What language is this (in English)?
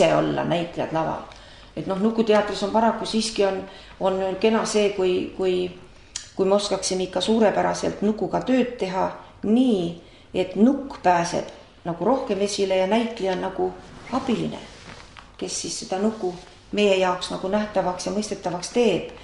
Estonian